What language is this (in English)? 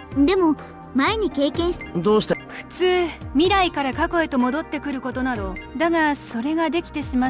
Japanese